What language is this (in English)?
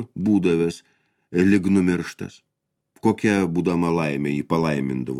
Lithuanian